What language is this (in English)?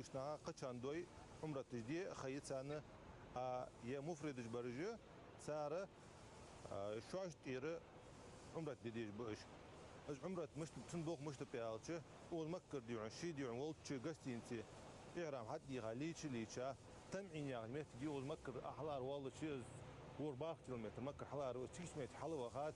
Ingush